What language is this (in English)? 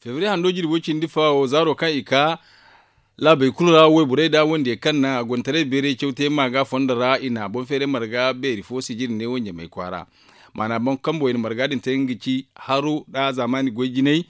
Zarma